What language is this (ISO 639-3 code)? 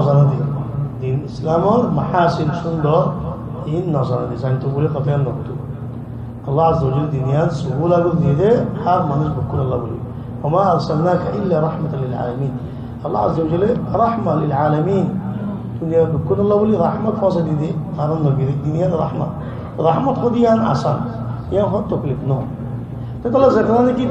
rhg